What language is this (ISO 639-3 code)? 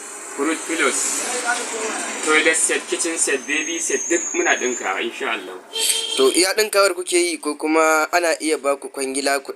hau